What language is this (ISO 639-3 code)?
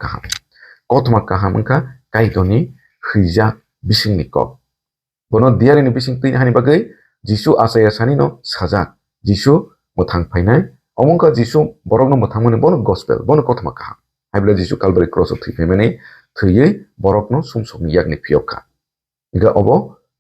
trp